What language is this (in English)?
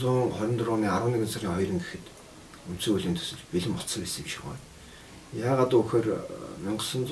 Mongolian